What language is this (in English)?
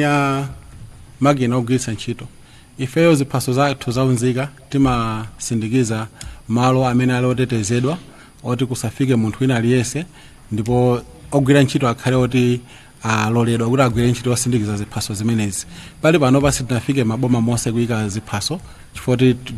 Nyanja